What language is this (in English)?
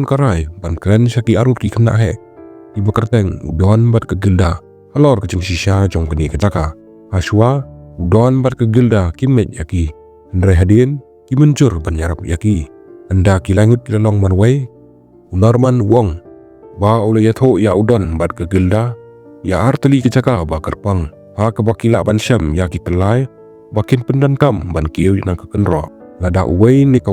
Khasi